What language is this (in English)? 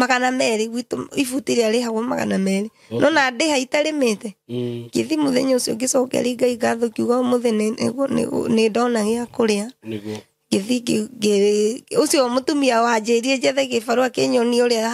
Kikuyu